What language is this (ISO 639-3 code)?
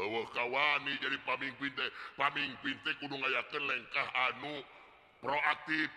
sun